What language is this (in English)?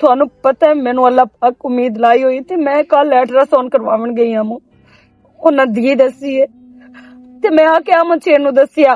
Western Panjabi